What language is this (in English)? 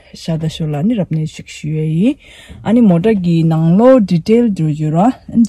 Tibetan